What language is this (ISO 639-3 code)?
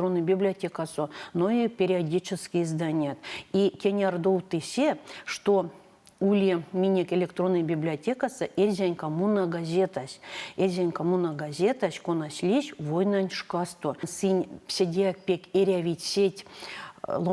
myv